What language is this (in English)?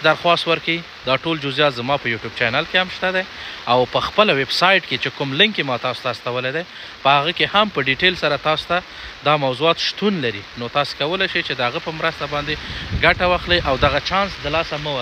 Pashto